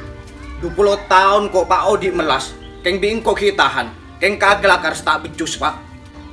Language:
Madurese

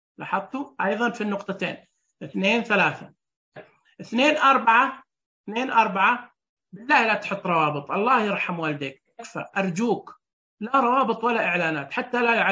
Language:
Najdi Arabic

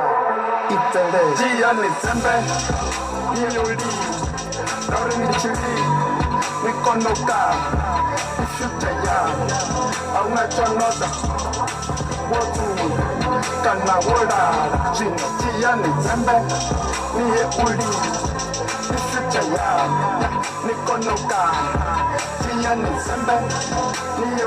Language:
Venda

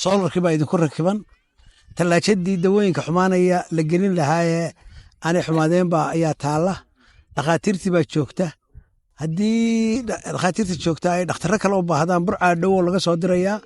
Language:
Somali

